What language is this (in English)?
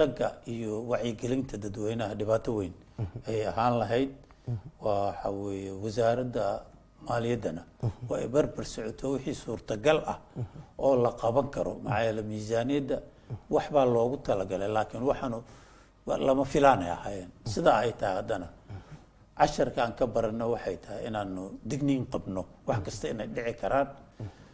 Somali